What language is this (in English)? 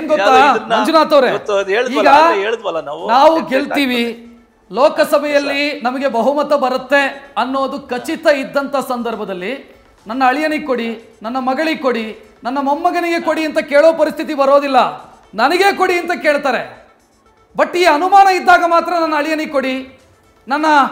Kannada